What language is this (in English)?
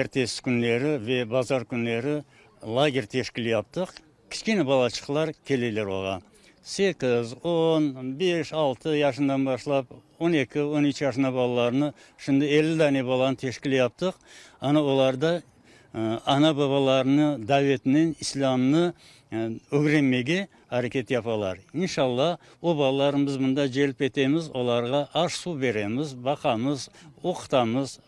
Crimean Tatar